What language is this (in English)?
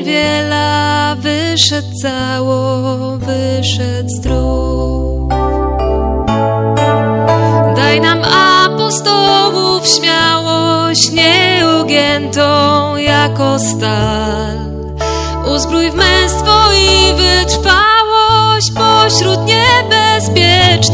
Polish